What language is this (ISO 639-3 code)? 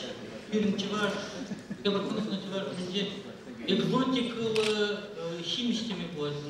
chv